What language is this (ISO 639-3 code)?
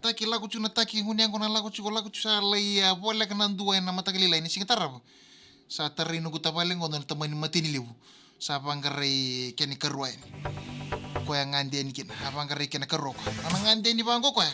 fij